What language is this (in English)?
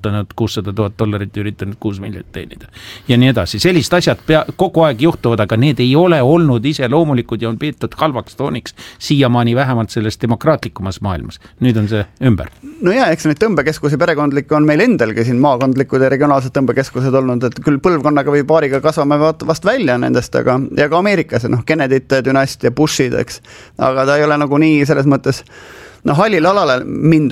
Estonian